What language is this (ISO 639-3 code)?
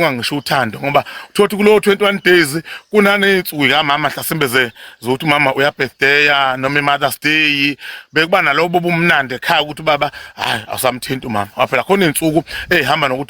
zul